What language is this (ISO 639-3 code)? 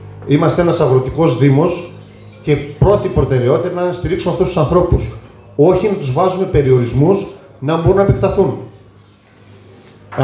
ell